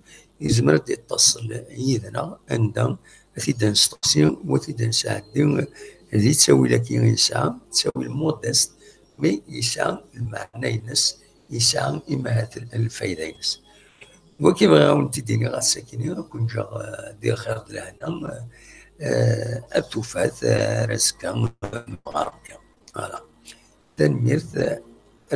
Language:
Kabyle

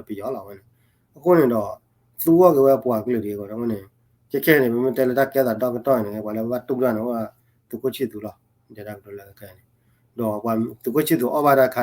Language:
S'gaw Karen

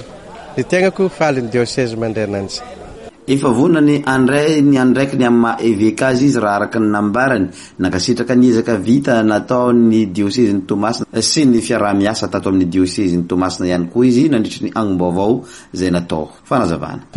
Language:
Malagasy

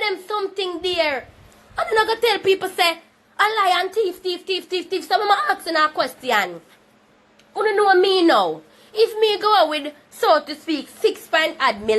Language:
Jamaican Creole English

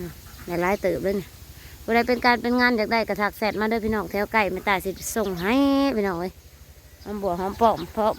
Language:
Northeastern Thai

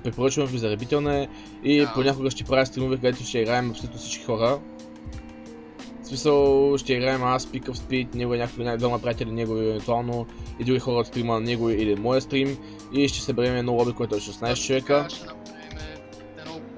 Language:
Bulgarian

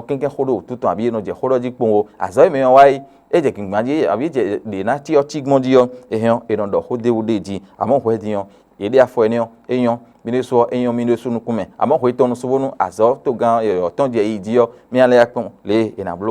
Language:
Fon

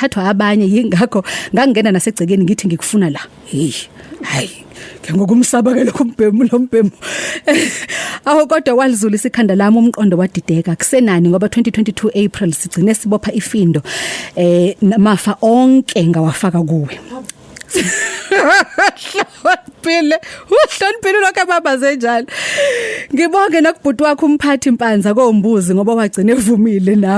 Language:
Zulu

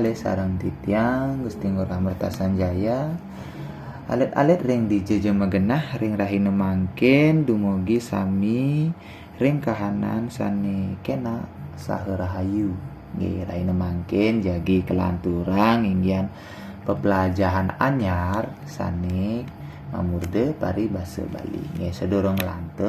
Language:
Balinese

